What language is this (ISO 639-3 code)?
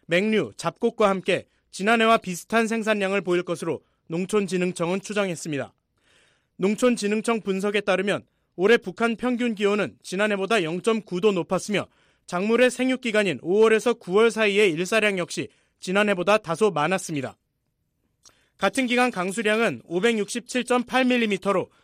kor